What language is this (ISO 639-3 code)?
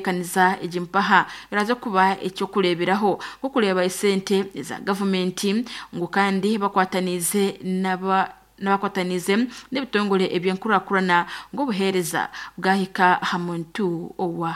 nyn